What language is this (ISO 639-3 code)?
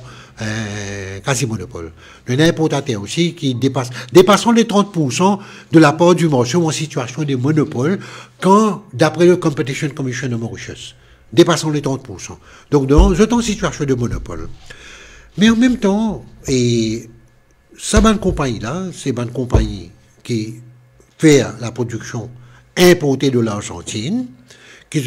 mfe